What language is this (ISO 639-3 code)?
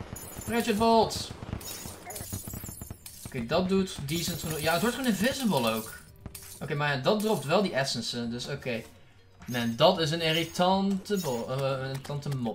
nld